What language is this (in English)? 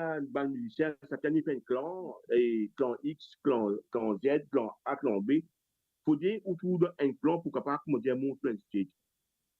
Morisyen